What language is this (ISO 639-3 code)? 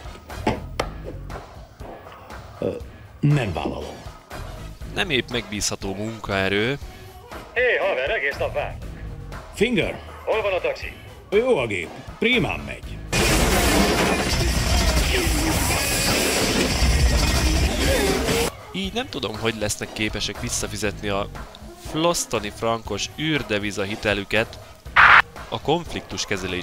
hun